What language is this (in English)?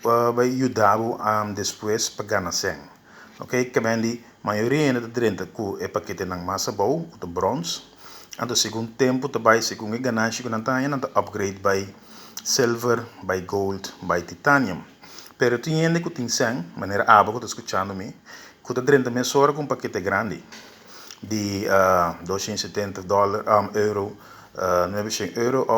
Papiamento